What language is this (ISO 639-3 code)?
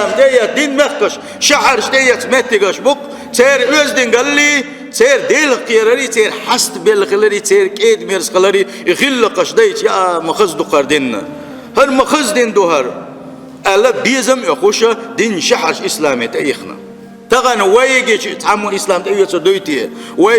che